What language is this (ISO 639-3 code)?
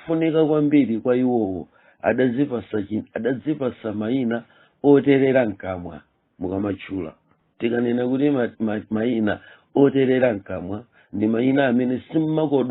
nya